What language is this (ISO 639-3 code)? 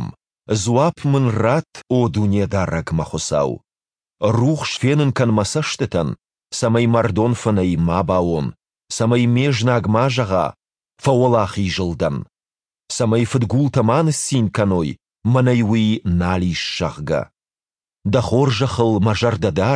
oss